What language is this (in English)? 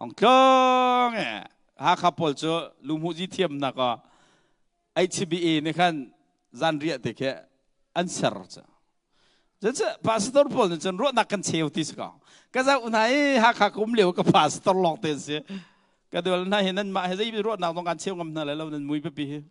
Hakha Chin